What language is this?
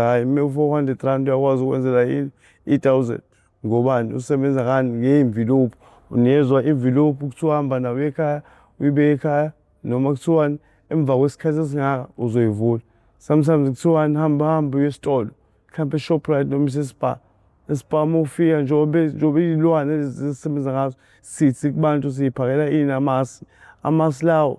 Zulu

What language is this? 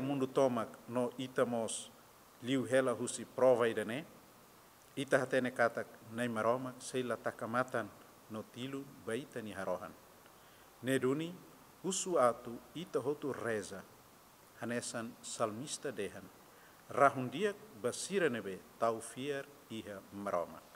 Tetum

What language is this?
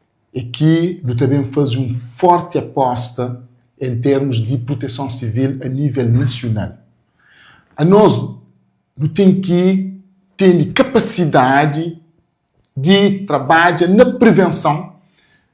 Kabuverdianu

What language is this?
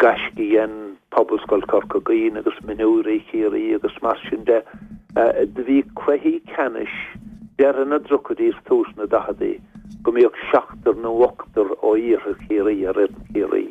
Irish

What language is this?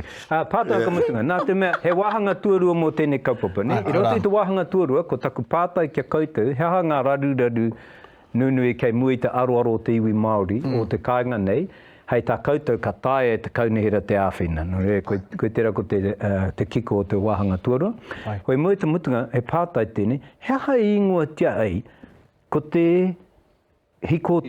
Māori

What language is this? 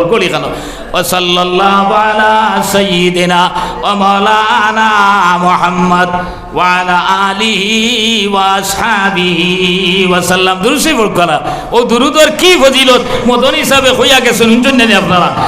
Sylheti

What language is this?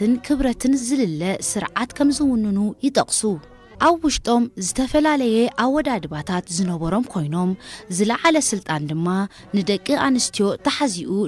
Tigrinya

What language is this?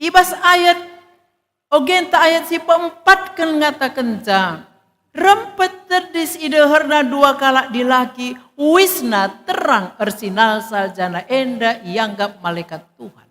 Batak Karo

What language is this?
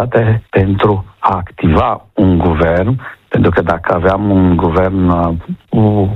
Romanian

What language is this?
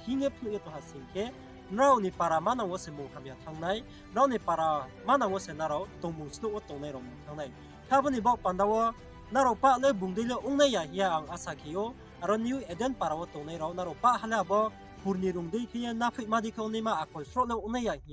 Riang (India)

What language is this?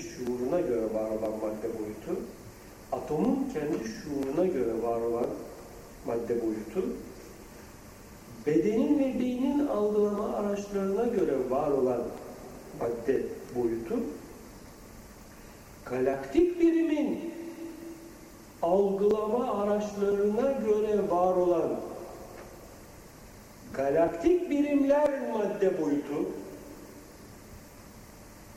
Turkish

